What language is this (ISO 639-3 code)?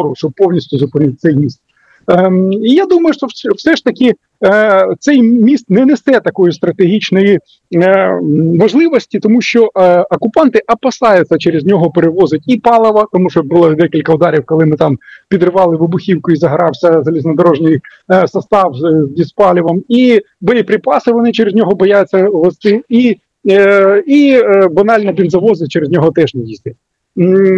ukr